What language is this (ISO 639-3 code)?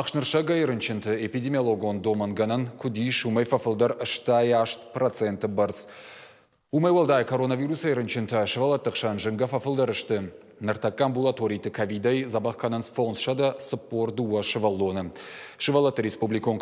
oss